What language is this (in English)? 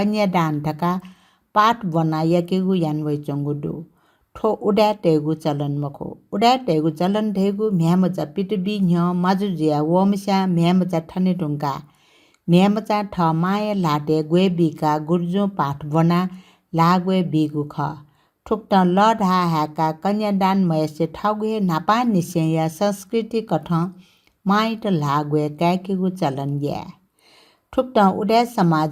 Newari